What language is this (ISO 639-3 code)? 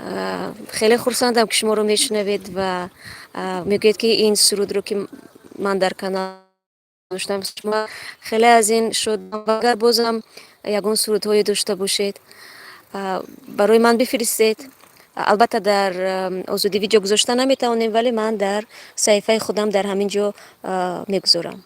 tgk